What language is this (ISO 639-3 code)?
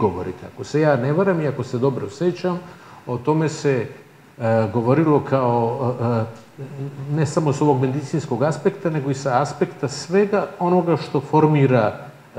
srp